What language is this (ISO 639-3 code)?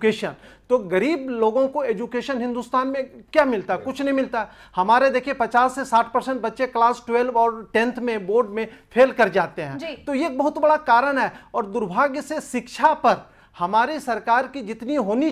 hin